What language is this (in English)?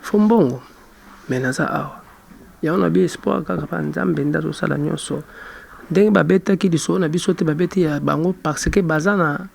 Lingala